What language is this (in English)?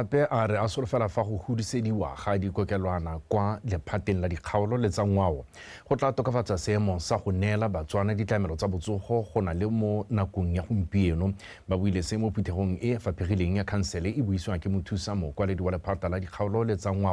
Tswana